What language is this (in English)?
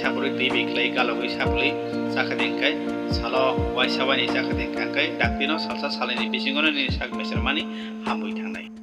Kok Borok